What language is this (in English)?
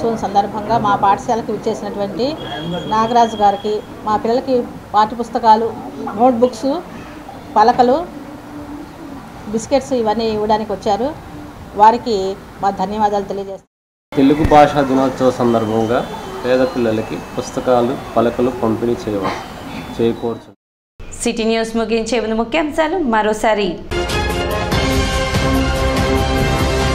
Telugu